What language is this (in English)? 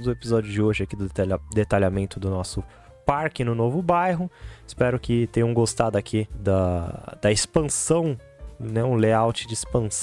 Portuguese